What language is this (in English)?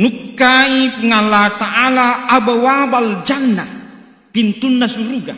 Buginese